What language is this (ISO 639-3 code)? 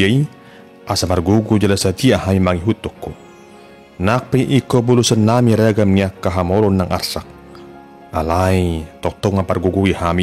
bbc